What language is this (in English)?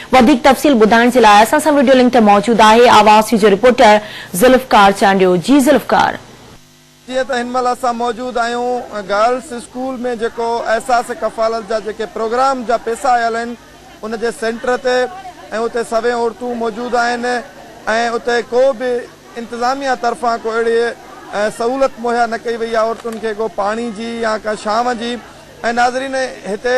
Sindhi